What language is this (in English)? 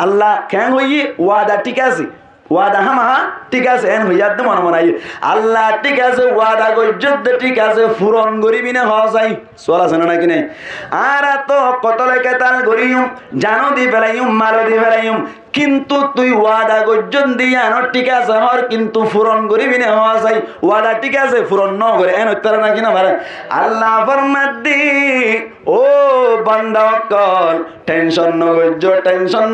Rohingya